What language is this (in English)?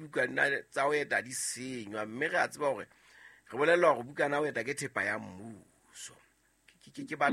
Southern Sotho